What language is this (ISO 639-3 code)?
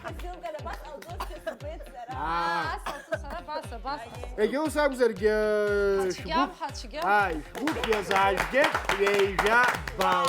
abk